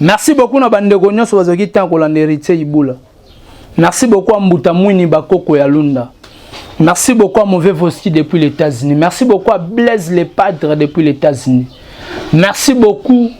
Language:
Lingala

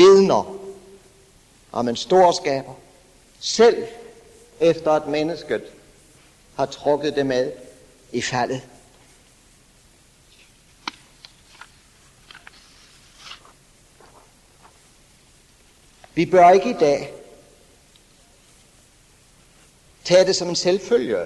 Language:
Danish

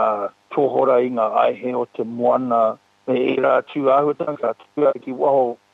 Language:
Māori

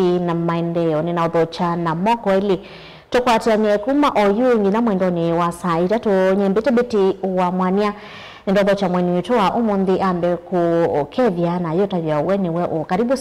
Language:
Kamba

